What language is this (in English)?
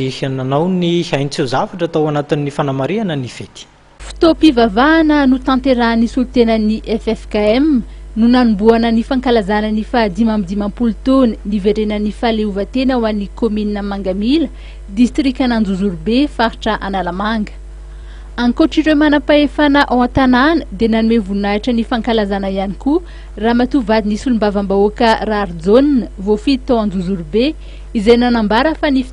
Malagasy